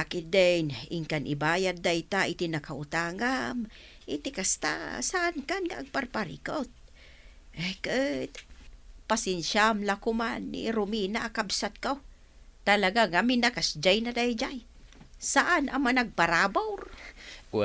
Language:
Iloko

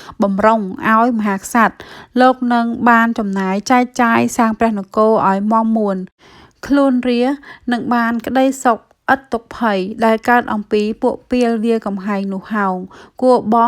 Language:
Khmer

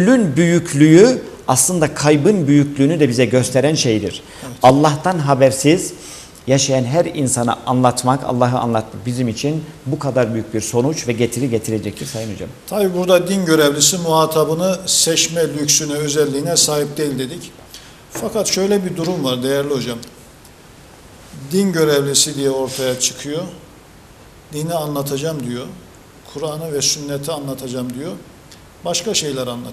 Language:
Turkish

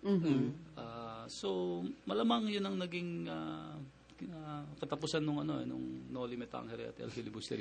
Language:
Filipino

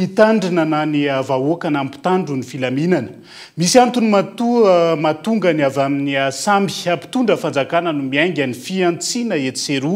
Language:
Malagasy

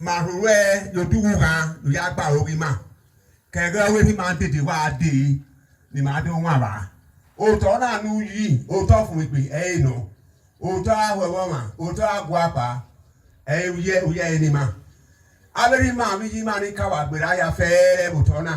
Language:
Bini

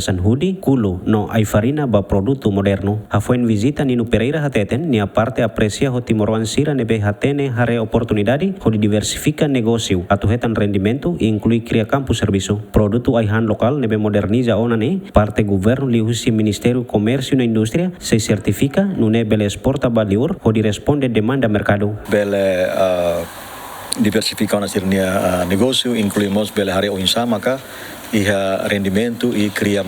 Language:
Tetum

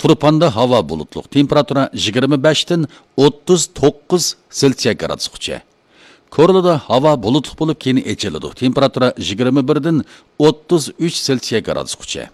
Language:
Uyghur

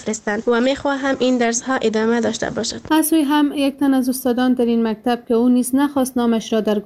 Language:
Persian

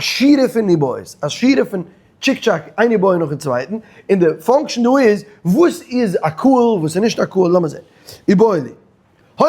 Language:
Yiddish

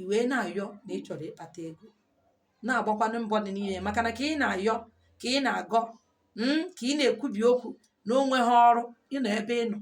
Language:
Igbo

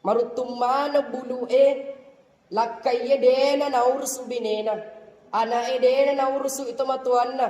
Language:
Buginese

